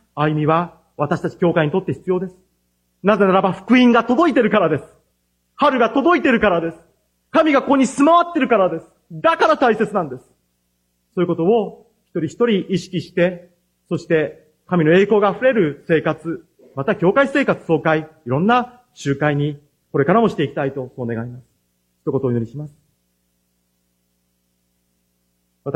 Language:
Japanese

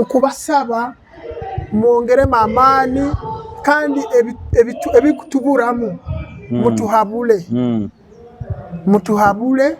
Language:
Nyoro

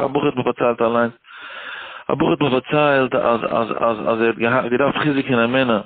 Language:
Yiddish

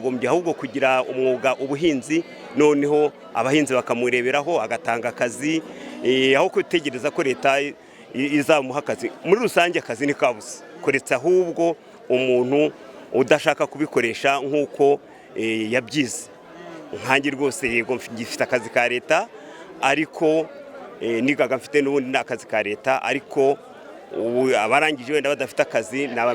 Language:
Kinyarwanda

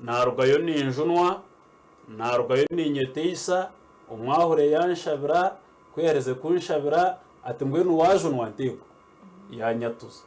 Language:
Nyankole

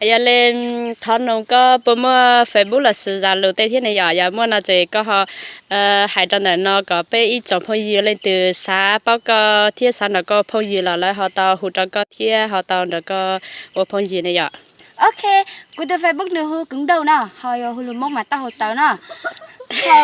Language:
Hmong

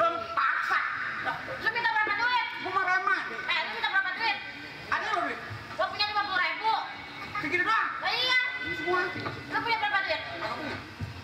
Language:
Betawi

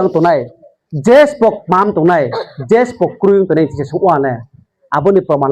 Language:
Riang (India)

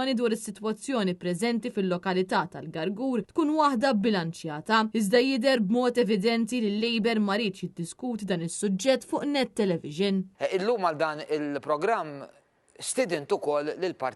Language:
Maltese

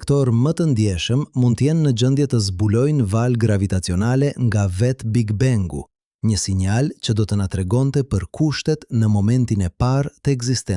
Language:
Albanian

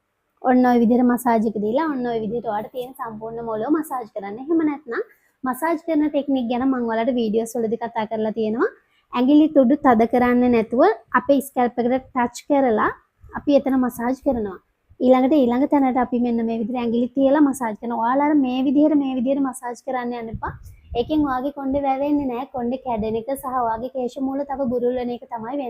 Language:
Sinhala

